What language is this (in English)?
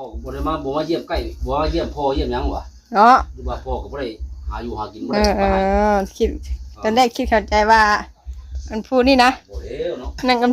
Northeastern Thai